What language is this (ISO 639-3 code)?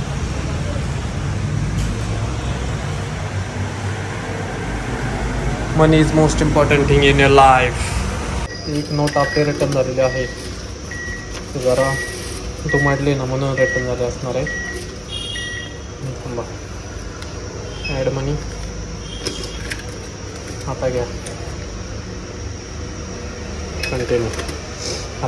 mar